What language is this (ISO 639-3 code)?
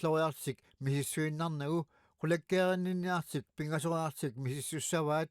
kal